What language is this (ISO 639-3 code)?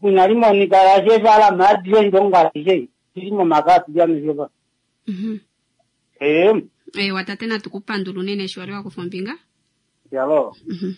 kua